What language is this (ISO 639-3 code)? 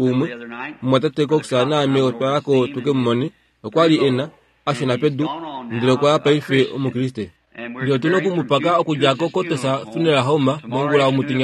kua